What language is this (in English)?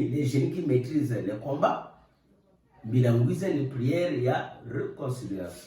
Kituba (Democratic Republic of Congo)